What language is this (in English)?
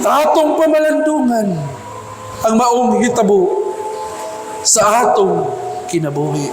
Cebuano